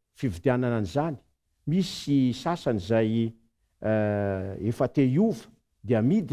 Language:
Malagasy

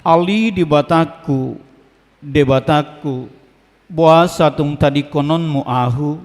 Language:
Batak Toba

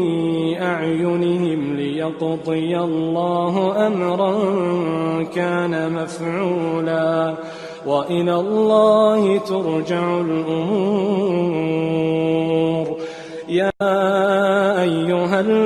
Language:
Arabic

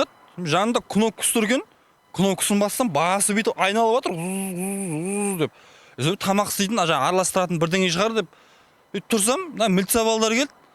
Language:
Kazakh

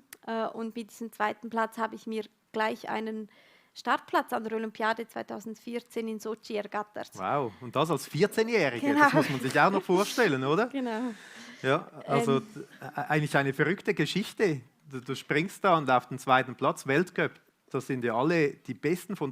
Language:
Swiss German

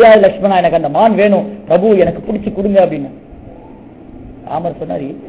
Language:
Tamil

